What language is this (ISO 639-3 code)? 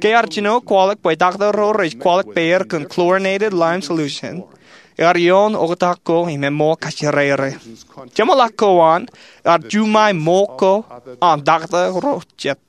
mah